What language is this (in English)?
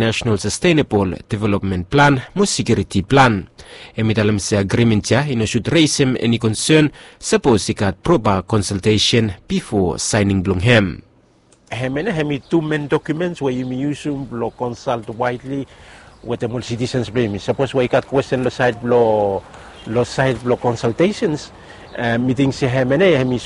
Bislama